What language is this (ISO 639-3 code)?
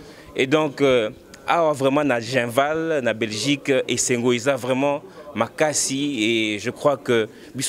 lin